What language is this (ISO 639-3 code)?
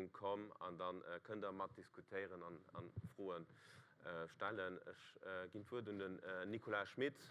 ltz